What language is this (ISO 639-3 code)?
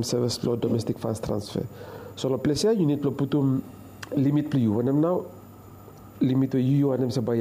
bis